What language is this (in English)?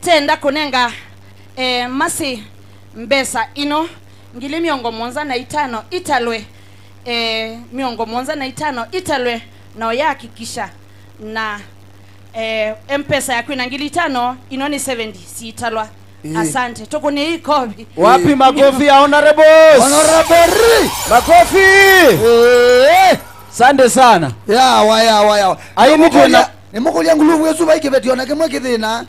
Kamba